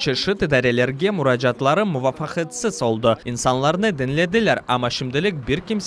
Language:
Crimean Tatar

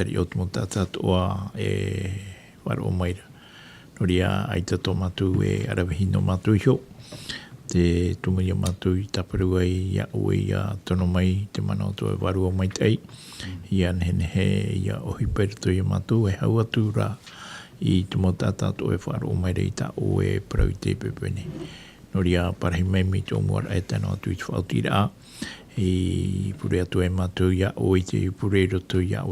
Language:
Tahitian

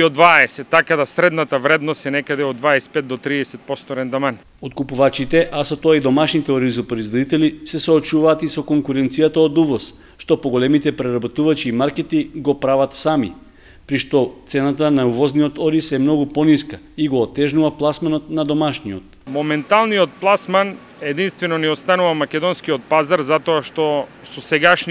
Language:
Macedonian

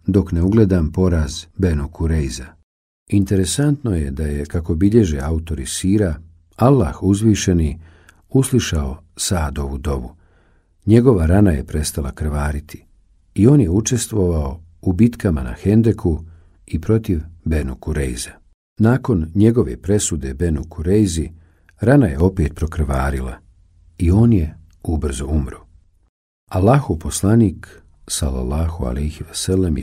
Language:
Bosnian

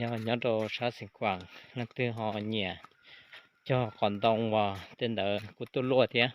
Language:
Hmong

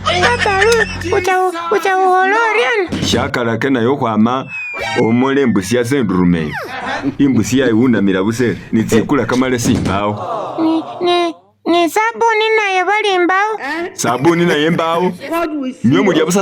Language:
Masaaba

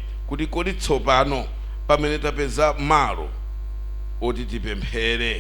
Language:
Nyanja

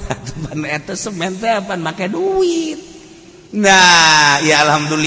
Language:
Sundanese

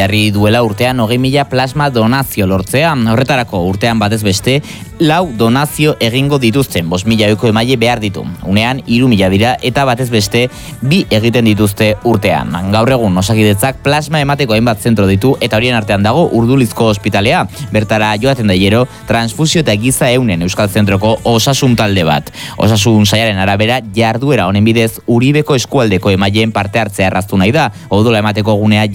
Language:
Basque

